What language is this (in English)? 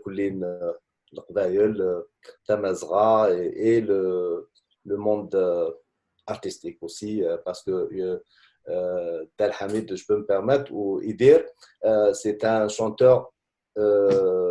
Kabyle